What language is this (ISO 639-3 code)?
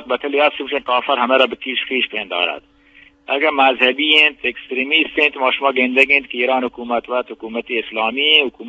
bgp